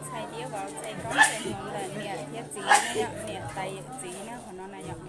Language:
Hmong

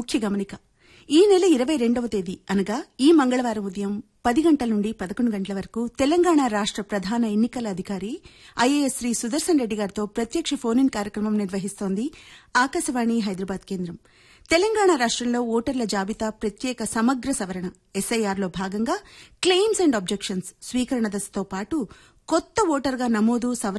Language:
Telugu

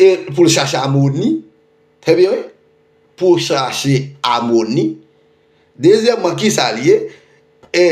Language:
Haitian Creole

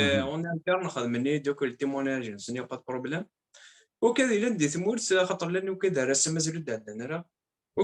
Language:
Kabyle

